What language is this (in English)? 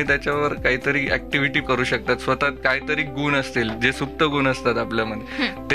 Marathi